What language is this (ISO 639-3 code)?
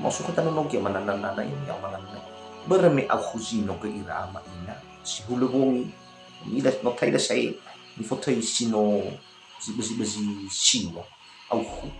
nia